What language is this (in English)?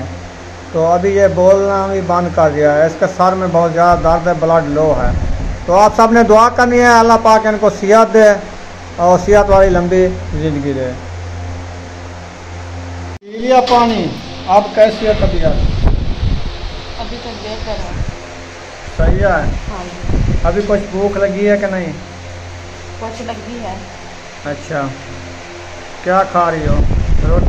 Hindi